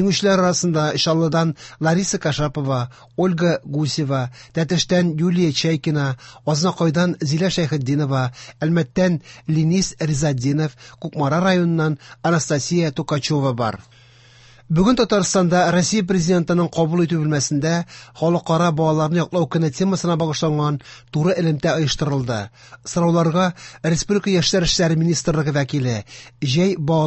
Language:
Tatar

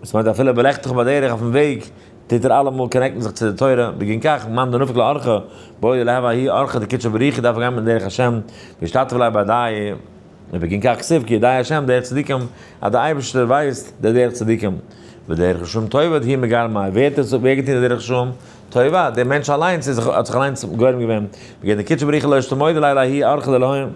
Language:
Yiddish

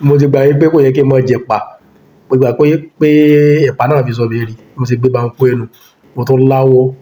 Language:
Yoruba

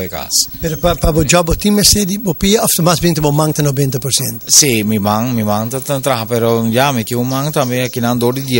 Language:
Papiamento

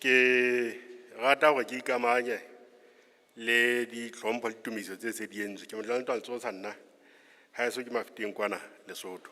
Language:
Southern Sotho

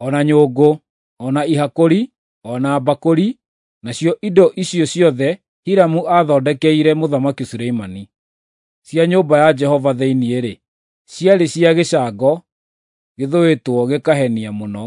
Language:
Kikuyu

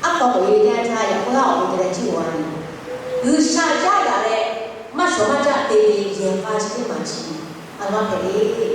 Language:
Lahu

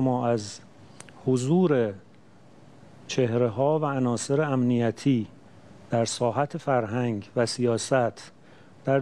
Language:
Persian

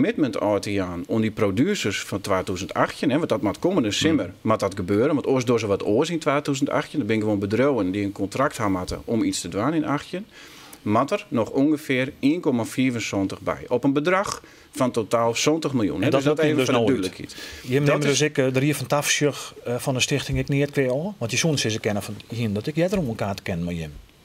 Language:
Western Frisian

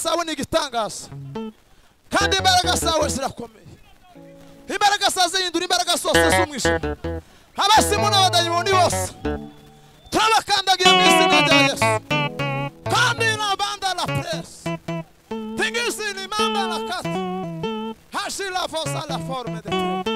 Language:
Kinyarwanda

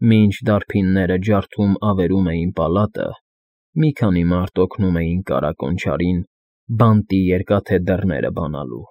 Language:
Armenian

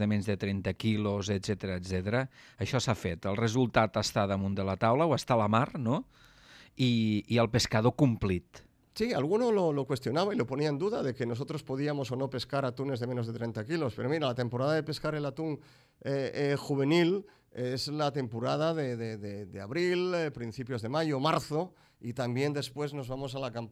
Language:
Catalan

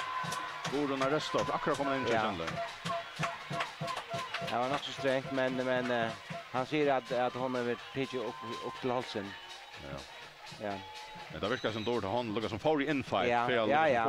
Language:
Faroese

